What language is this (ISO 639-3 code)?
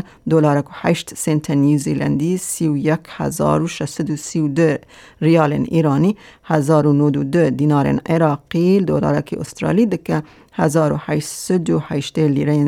kur